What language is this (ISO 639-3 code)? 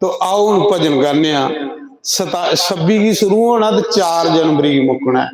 doi